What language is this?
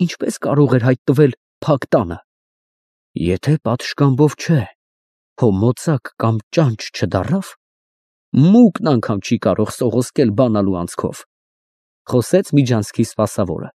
Armenian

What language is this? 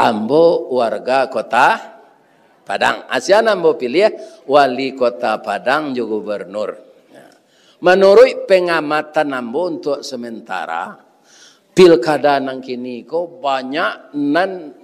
Minangkabau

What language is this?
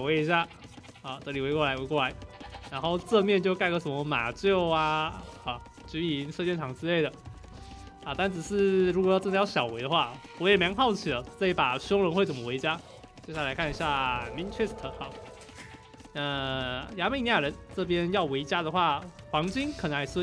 Chinese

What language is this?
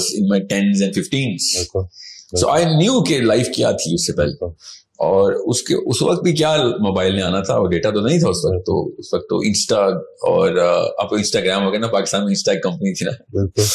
Urdu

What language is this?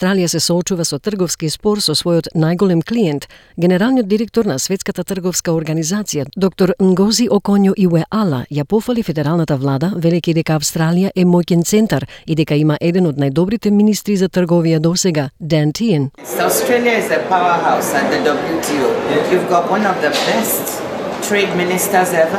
Macedonian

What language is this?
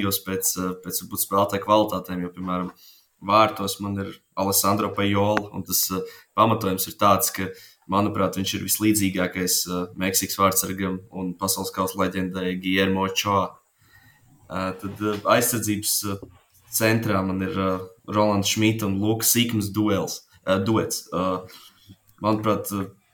Latvian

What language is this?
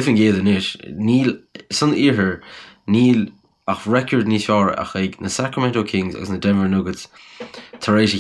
Irish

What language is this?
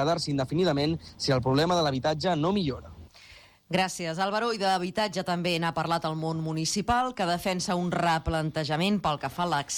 Catalan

